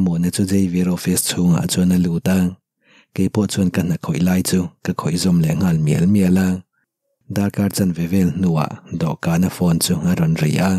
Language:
Mizo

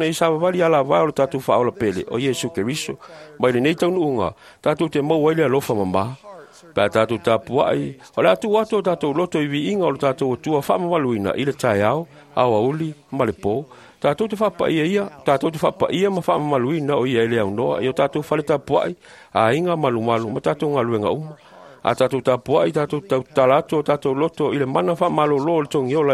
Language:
Samoan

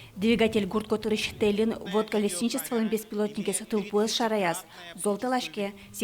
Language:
Udmurt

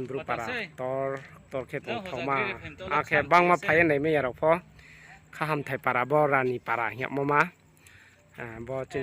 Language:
Riang (India)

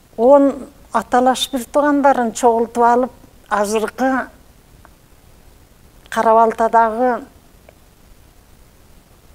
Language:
Kyrgyz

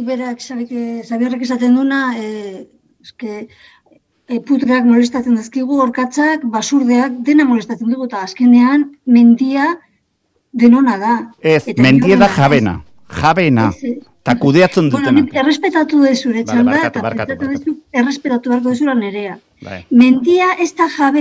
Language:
Basque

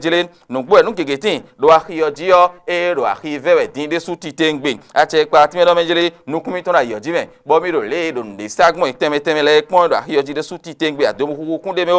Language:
Fon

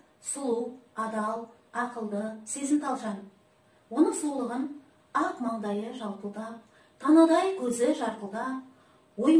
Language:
Kazakh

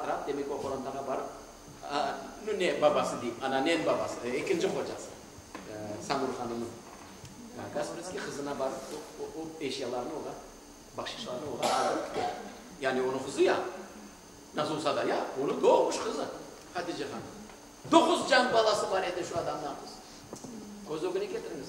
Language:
Crimean Tatar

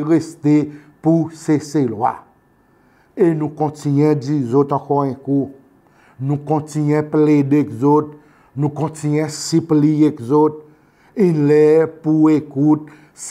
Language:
Seselwa Creole French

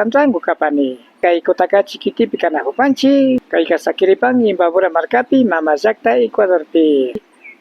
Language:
Imbabura Highland Quichua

